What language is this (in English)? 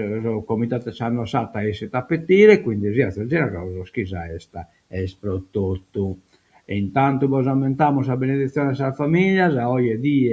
Sardinian